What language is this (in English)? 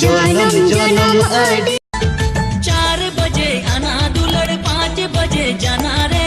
Santali